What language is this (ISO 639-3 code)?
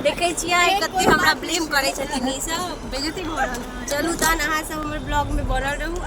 mai